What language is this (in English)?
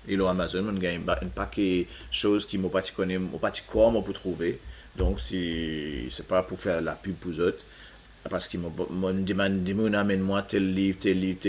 Morisyen